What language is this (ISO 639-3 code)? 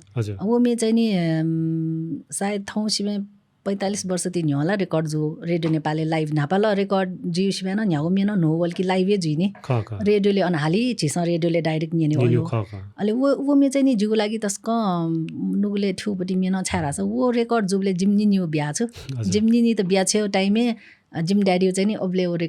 new